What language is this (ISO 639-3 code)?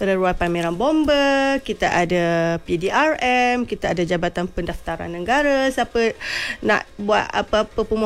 msa